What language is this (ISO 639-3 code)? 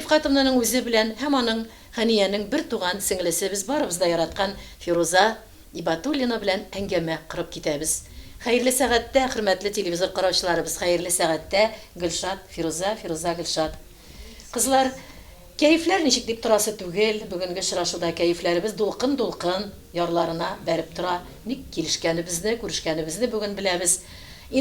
tat